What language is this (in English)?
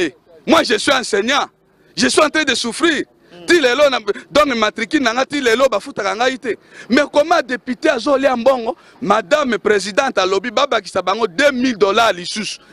Lingala